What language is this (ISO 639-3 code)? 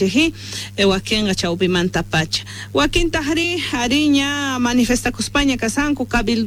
que